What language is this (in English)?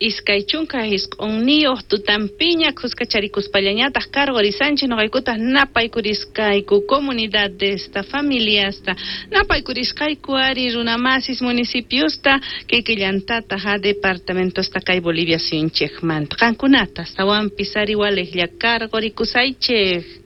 South Bolivian Quechua